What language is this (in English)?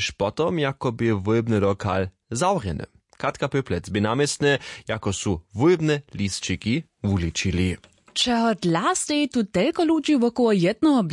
Upper Sorbian